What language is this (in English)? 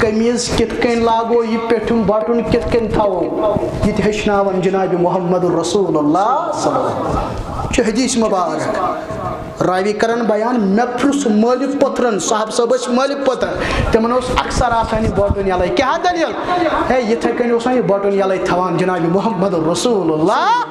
Kashmiri